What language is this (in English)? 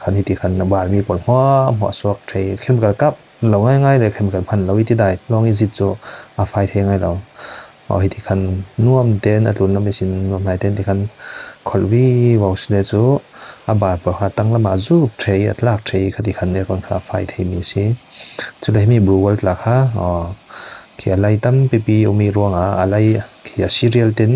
Falam Chin